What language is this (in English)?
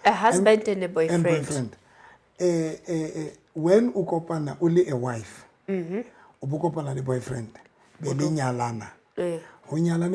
Southern Sotho